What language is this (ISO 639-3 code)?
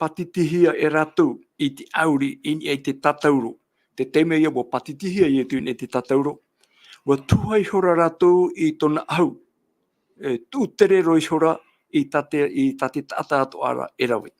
tah